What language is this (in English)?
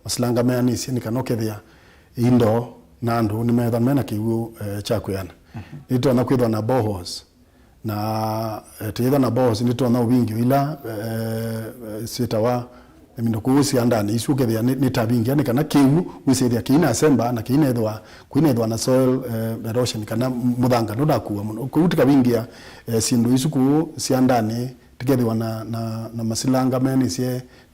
Kamba